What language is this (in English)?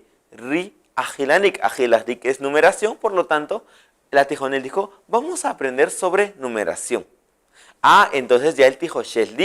Kaqchikel